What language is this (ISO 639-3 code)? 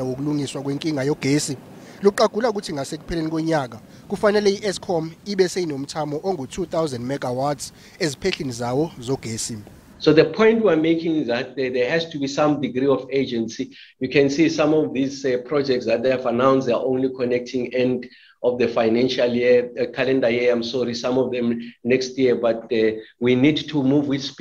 zul